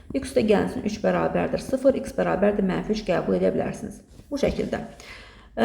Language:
Azerbaijani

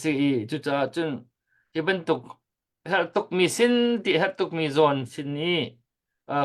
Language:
Hakha Chin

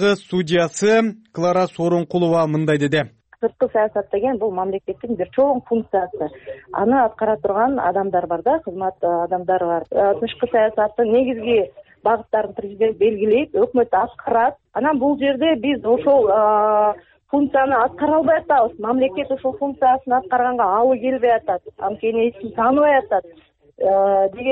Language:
Kyrgyz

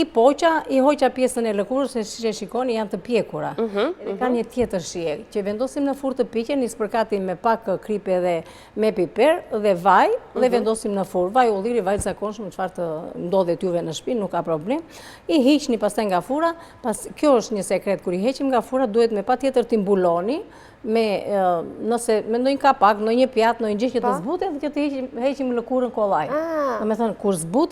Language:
Albanian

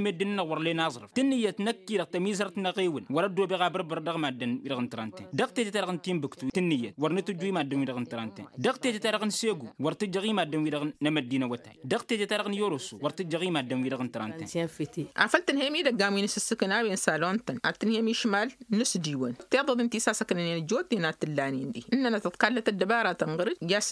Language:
Tamasheq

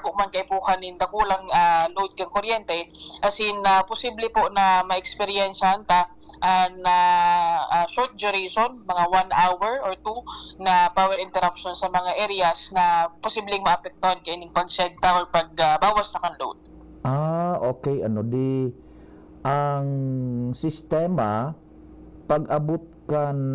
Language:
Bikol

